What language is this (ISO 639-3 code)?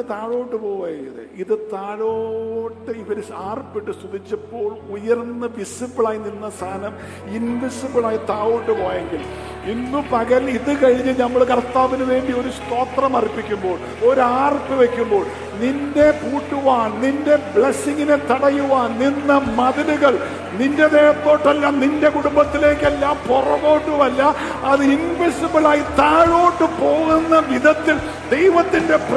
mal